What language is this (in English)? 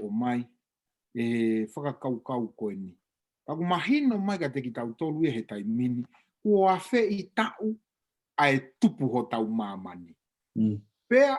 Tongan